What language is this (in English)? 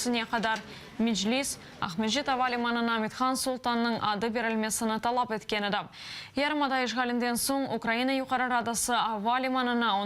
Crimean Tatar